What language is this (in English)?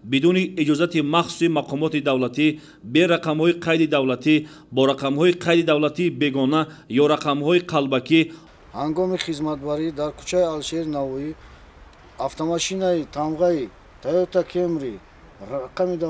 Tajik